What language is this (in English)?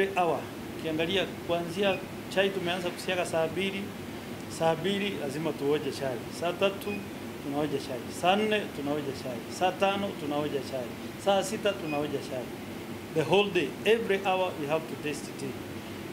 Meru